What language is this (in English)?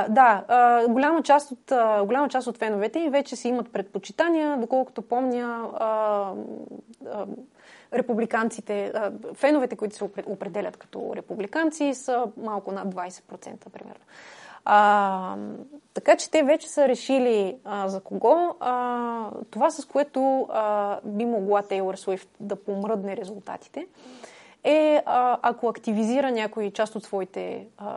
Bulgarian